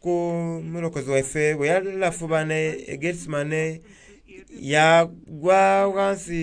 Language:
Soga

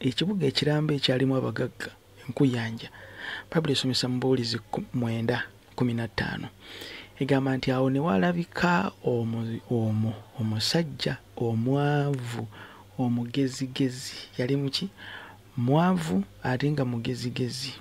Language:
Ganda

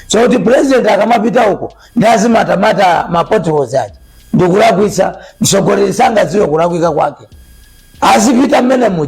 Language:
Nyanja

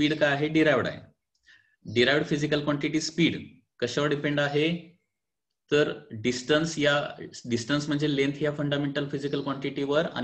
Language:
Marathi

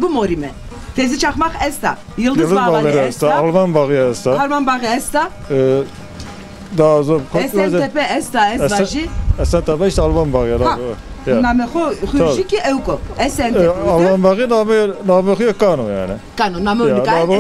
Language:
Zaza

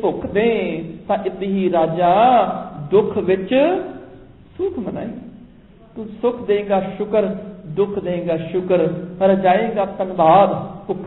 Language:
Punjabi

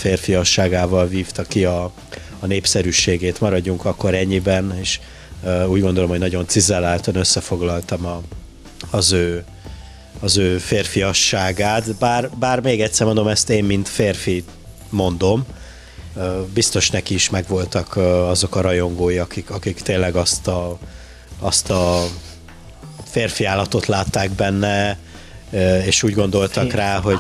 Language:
Hungarian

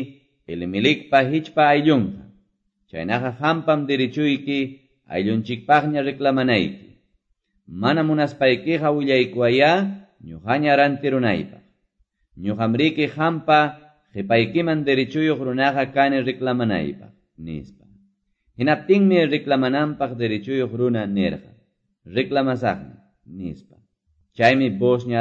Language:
Quechua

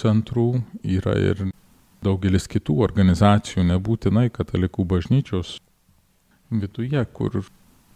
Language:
Lithuanian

